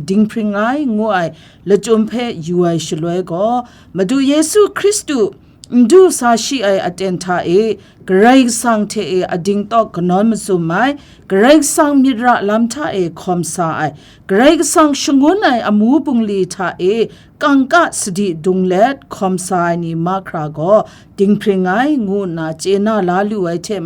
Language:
Kachin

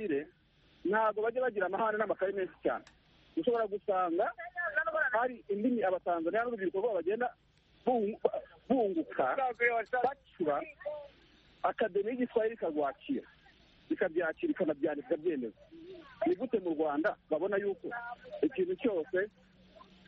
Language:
Kinyarwanda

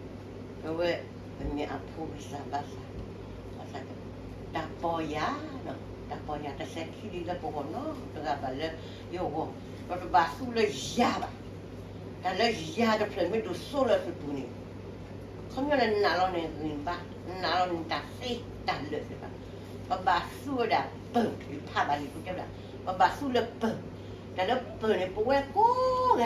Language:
S'gaw Karen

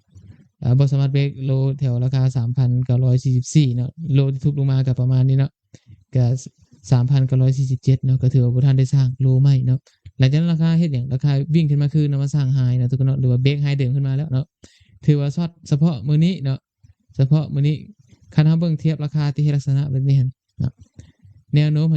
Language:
Lao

